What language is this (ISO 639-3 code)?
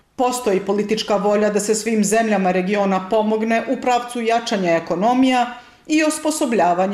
bos